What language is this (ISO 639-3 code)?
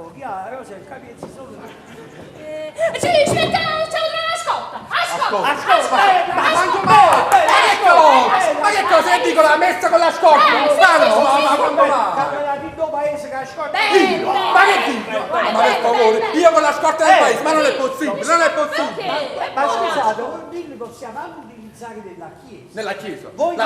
nap